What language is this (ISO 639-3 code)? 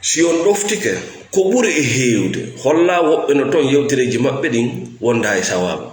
ful